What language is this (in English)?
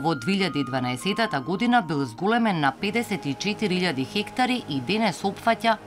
Macedonian